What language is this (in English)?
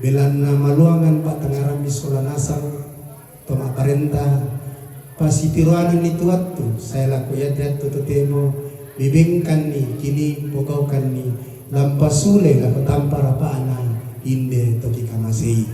Toraja-Sa'dan